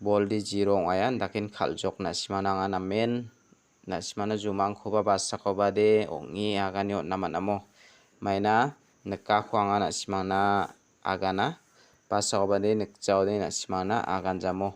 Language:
Garo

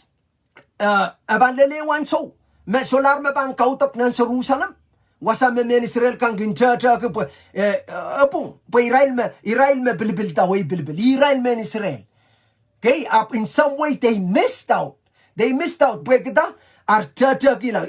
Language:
Pohnpeian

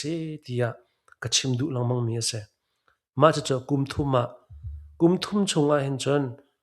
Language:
Hakha Chin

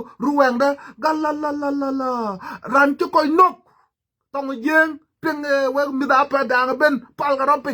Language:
Nuer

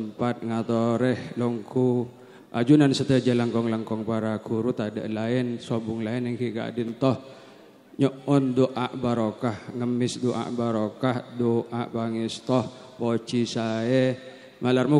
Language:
Madurese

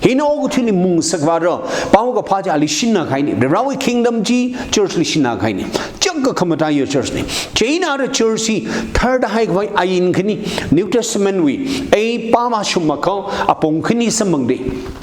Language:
Tangkhul Naga (India)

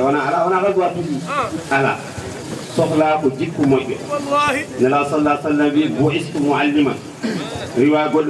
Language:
Fula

